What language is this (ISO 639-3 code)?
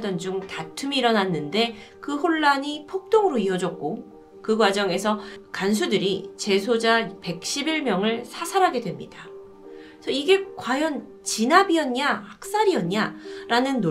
kor